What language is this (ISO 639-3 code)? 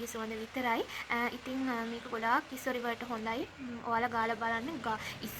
sin